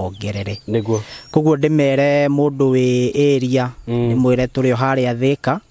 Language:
Kikuyu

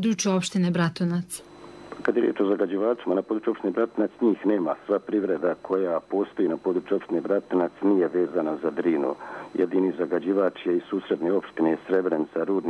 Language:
Serbian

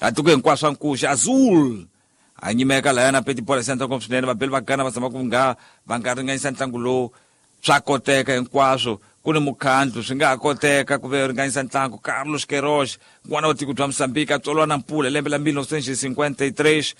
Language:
Tsonga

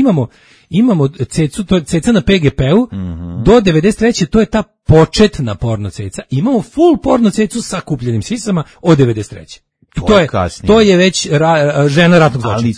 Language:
Serbian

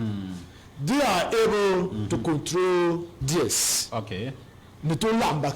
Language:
Dagbani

